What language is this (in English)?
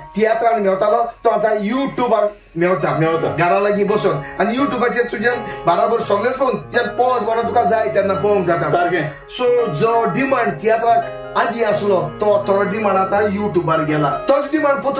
Konkani